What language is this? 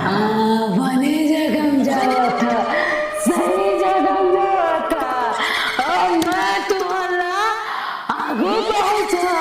Chhattisgarhi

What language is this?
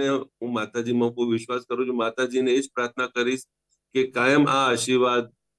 Gujarati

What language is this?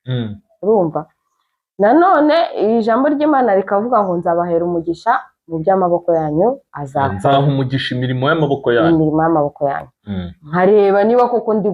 Kinyarwanda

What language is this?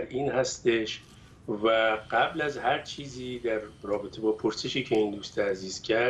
Persian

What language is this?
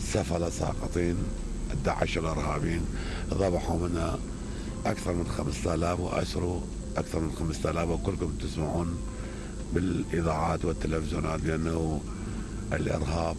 Mesopotamian Arabic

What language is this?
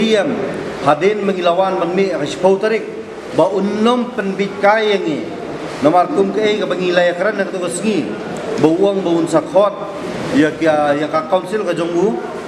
Khasi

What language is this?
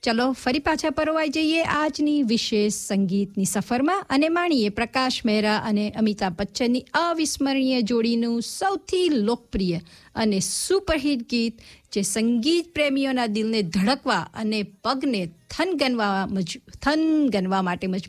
Gujarati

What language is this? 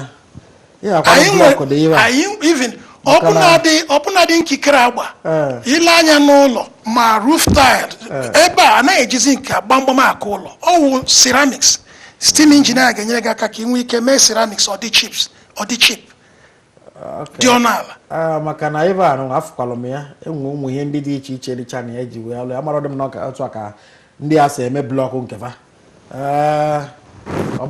Igbo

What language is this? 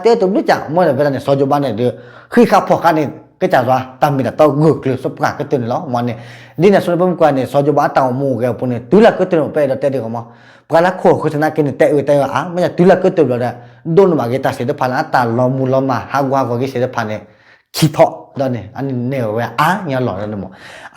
S'gaw Karen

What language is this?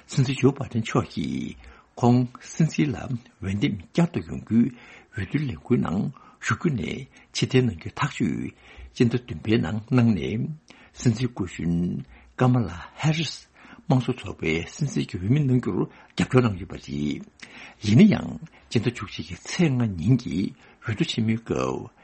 Tibetan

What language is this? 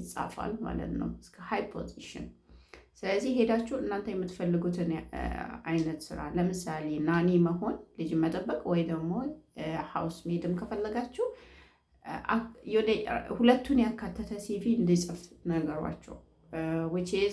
Amharic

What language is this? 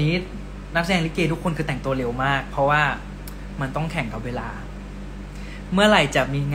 Thai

